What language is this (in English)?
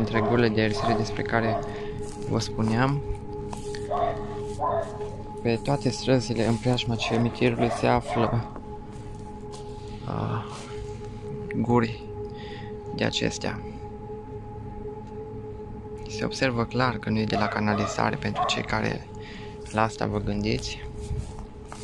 Romanian